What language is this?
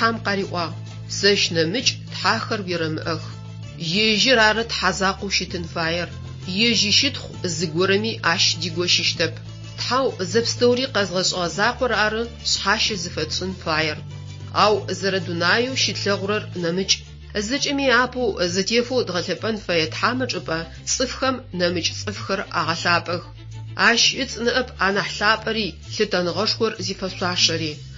Adyghe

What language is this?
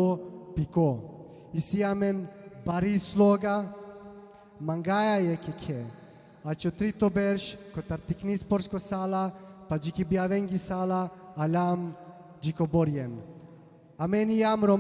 Balkan Romani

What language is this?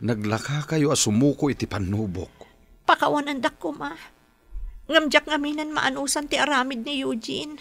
Iloko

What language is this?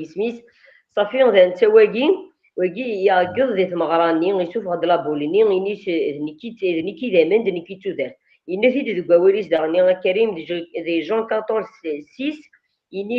Kabyle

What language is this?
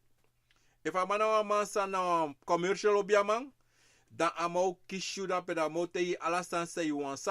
Sranan Tongo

